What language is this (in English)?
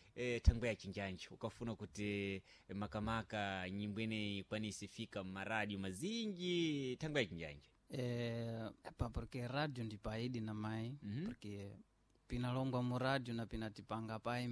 Sena